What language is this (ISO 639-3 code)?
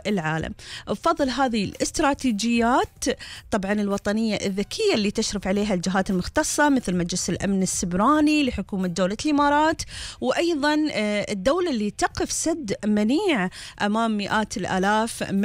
afb